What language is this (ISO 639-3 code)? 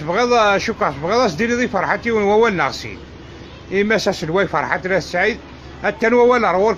kab